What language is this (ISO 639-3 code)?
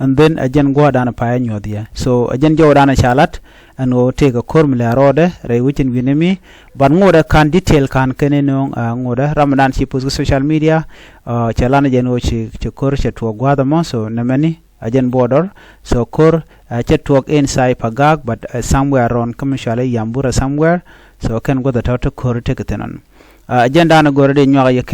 nus